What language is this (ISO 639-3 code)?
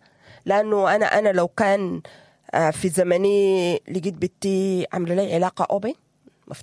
apd